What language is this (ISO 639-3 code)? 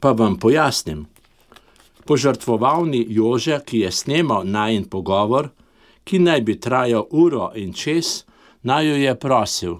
slv